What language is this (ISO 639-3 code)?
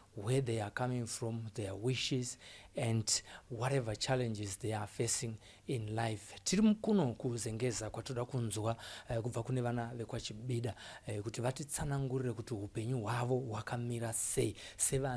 sna